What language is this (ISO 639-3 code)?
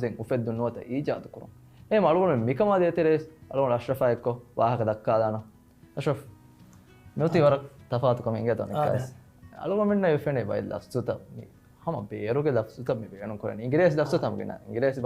div